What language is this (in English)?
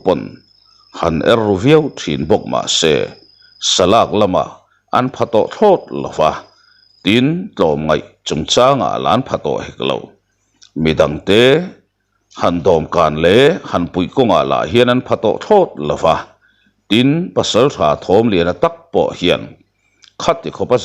Mizo